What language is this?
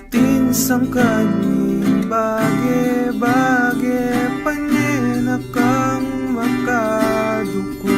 Pampanga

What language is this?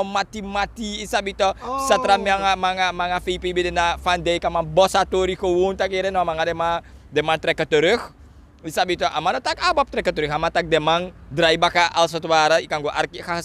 Sranan Tongo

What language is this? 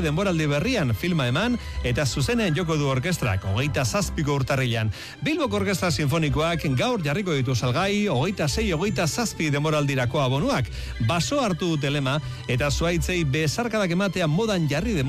Basque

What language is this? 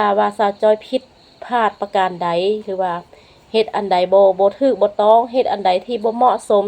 Lao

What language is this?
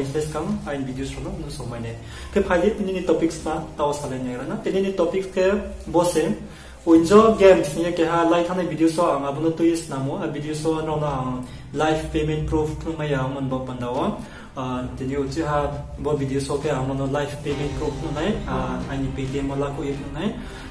Riang (India)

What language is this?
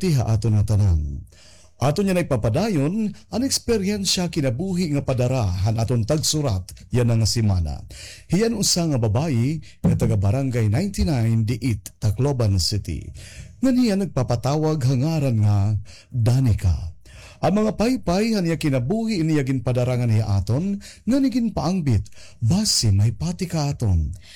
Waray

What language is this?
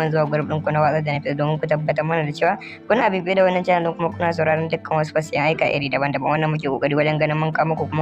Hausa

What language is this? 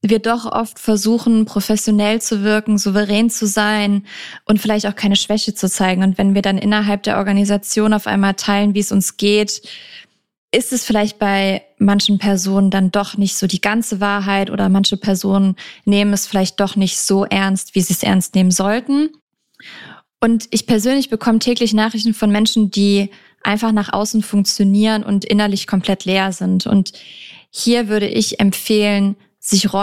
German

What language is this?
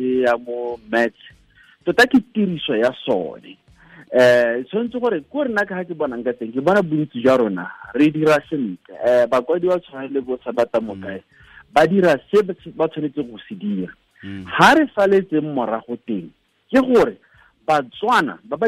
Tswana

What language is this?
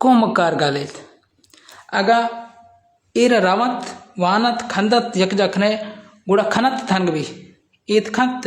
Baluchi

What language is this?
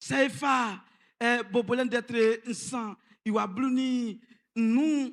Baoulé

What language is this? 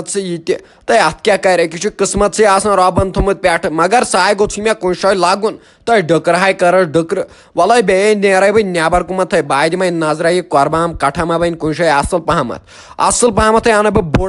Kashmiri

